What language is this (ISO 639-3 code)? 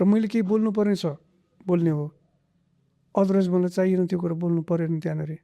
nep